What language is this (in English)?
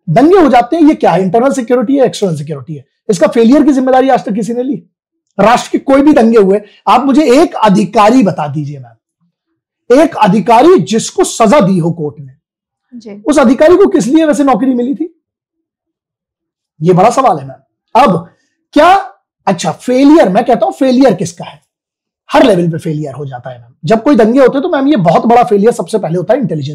Hindi